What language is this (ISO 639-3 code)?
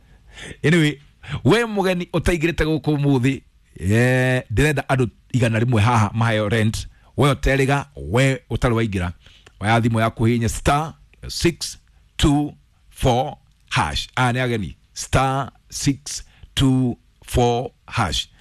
kik